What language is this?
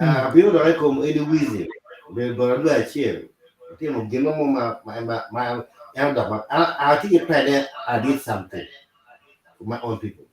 Acoli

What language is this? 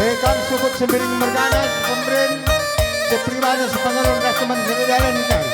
Batak Karo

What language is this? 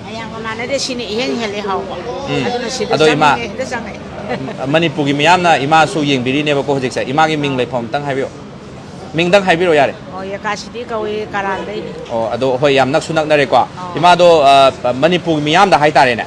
Manipuri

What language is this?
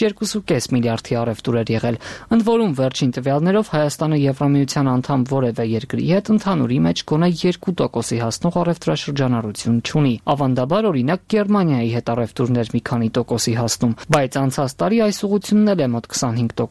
Armenian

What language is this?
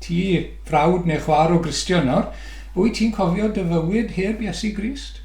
Welsh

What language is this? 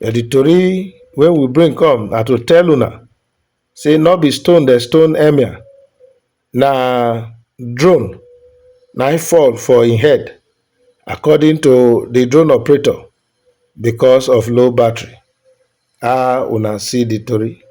Nigerian Pidgin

